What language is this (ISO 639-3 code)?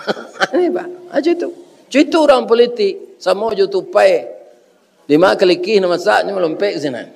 min